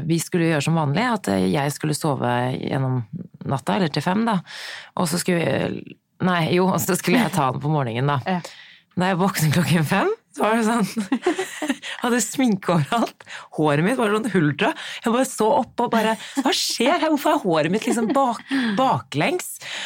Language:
Norwegian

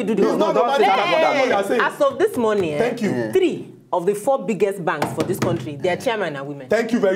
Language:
Nigerian Pidgin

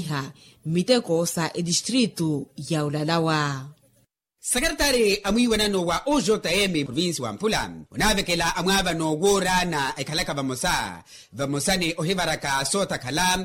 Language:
Makhuwa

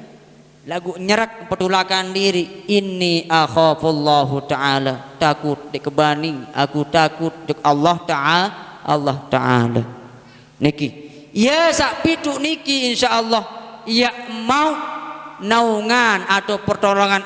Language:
Sasak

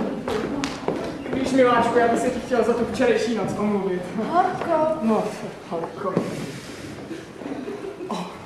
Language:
Czech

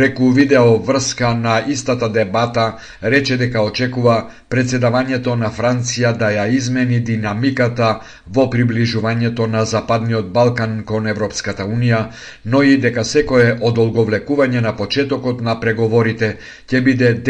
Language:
Macedonian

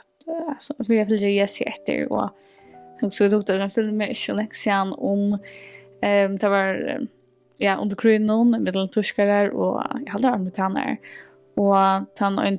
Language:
Faroese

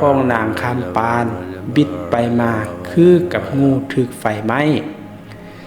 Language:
Lao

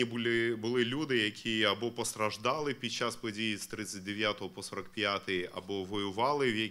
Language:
Ukrainian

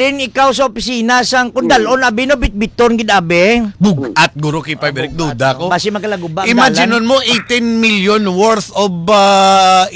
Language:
Hiligaynon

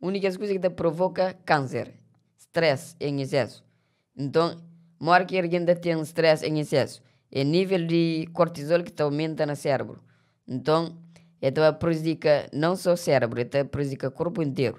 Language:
Kabuverdianu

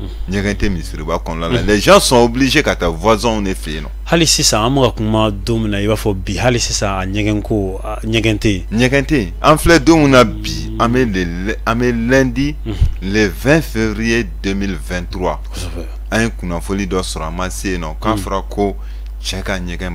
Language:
Bambara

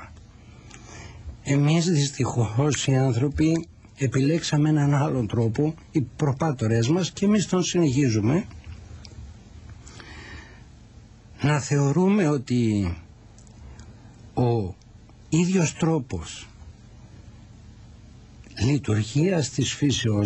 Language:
Greek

